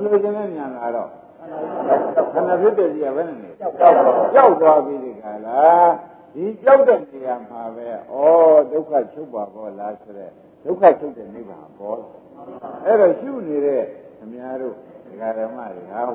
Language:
Burmese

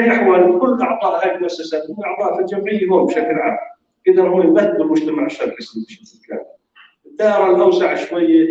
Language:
North Levantine Arabic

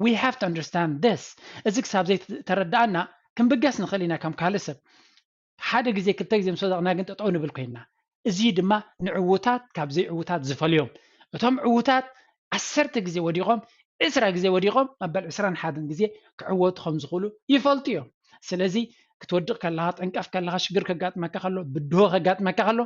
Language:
Tigrinya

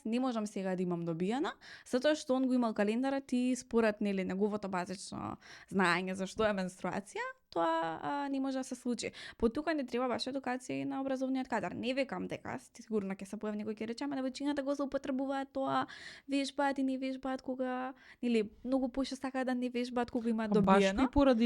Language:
Macedonian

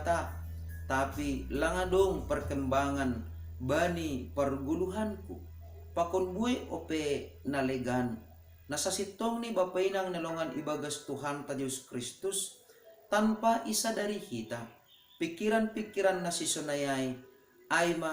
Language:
Batak Simalungun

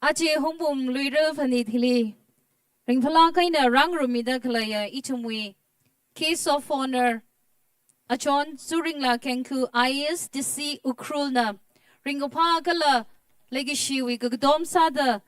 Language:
Tangkhul Naga (India)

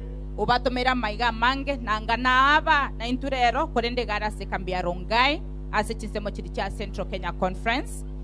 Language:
Gusii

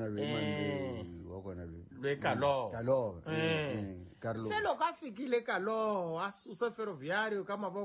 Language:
Tsonga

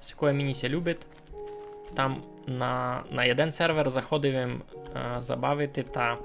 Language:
Rusyn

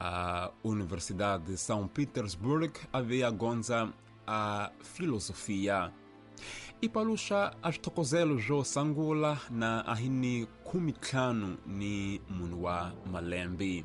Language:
Tsonga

